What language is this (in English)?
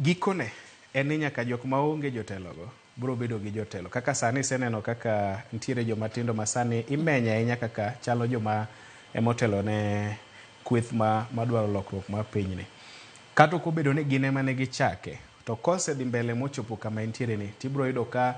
Luo (Kenya and Tanzania)